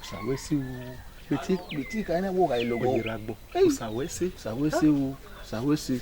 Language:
Bini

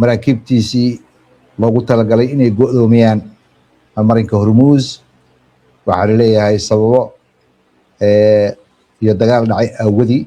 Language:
Somali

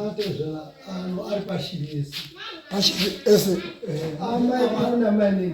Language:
Shona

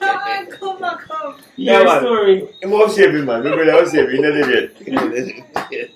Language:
Jamaican Creole English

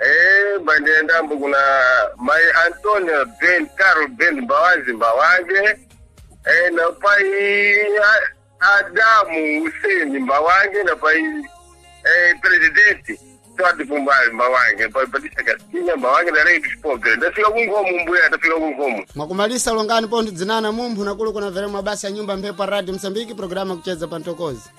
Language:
Sena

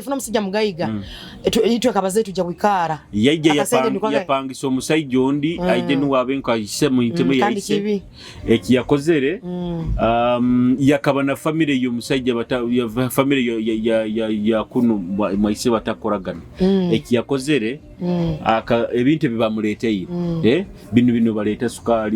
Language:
Nyoro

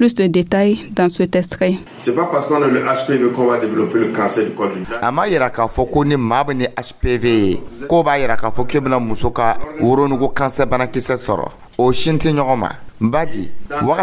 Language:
Dyula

